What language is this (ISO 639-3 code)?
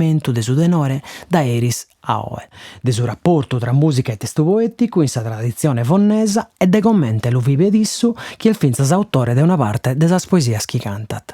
srd